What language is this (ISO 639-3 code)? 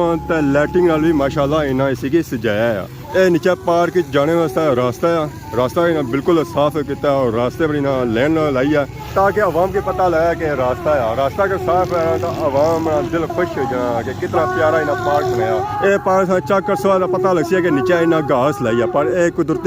phr